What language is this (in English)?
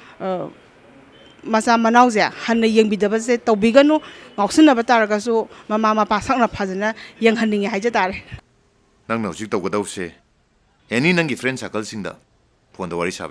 Manipuri